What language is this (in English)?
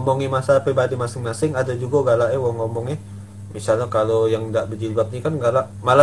Musi